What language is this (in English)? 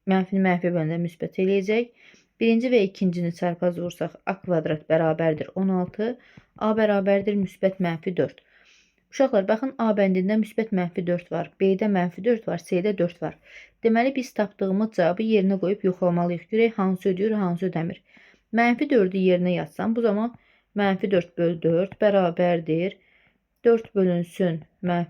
Azerbaijani